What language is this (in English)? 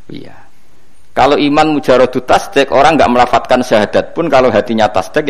Javanese